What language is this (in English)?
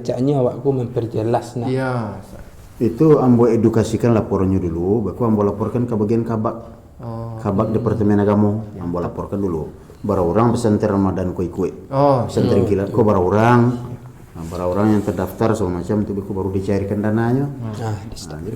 Minangkabau